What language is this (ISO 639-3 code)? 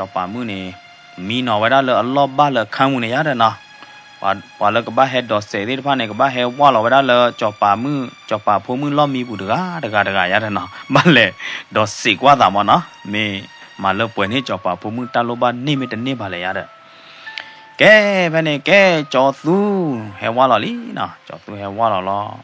ksw